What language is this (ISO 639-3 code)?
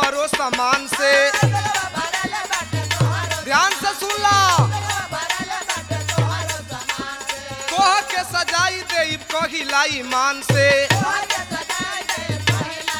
bho